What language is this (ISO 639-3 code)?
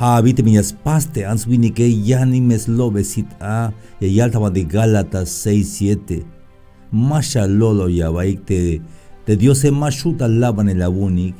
tzh